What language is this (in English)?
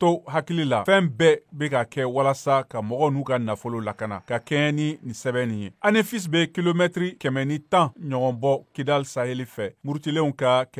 Bambara